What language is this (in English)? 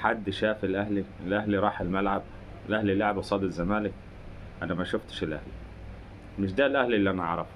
Egyptian Arabic